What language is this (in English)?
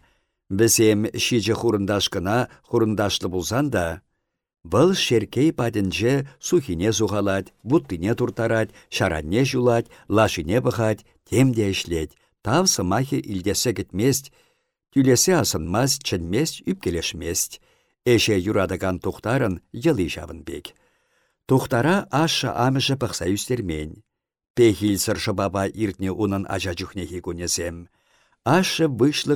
Chuvash